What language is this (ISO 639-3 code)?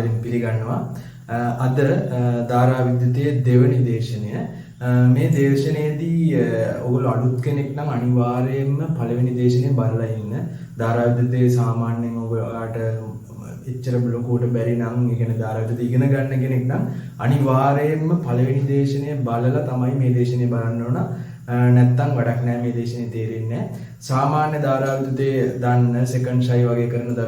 sin